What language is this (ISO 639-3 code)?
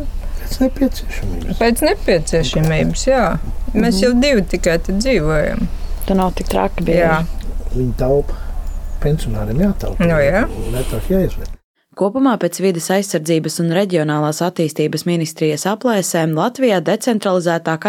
lav